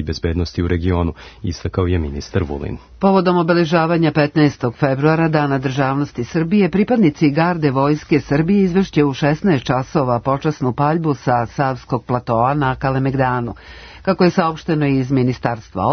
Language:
Serbian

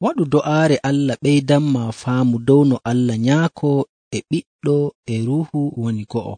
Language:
Nigerian Fulfulde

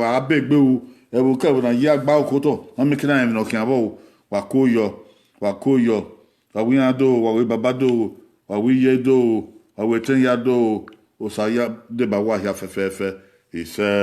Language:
Bini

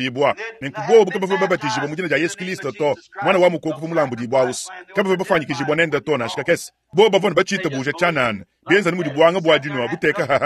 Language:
Luba-Lulua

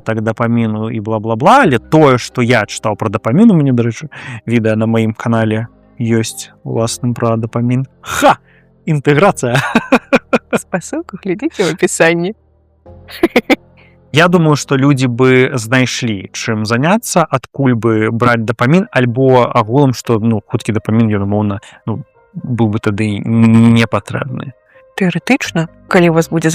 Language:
Belarusian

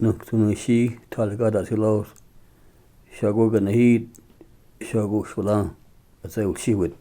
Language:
Cherokee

